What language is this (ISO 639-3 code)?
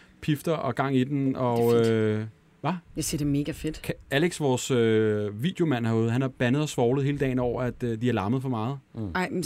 dan